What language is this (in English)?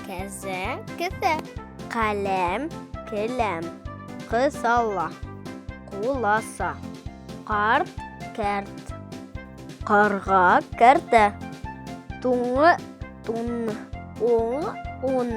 Bashkir